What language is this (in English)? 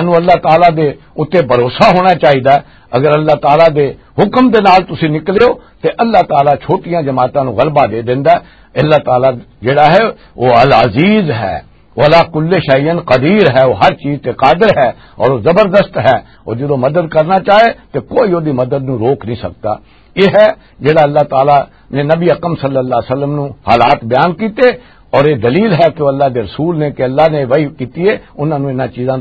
Western Panjabi